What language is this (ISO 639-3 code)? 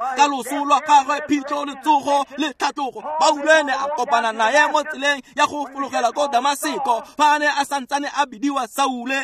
tsn